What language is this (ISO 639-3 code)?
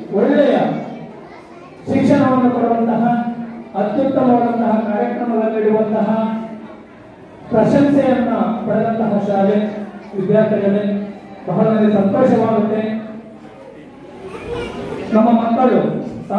kan